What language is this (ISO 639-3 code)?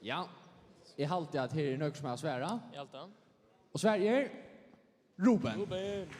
fao